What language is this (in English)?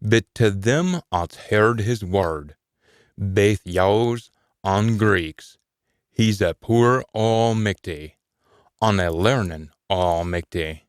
Scots